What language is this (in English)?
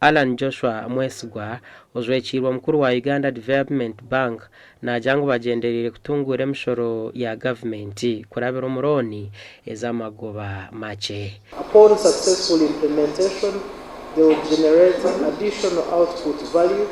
Nyankole